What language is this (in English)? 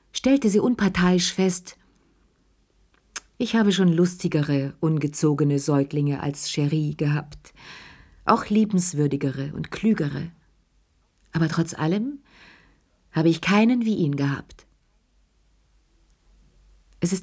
German